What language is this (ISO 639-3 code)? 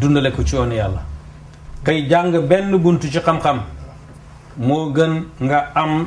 wol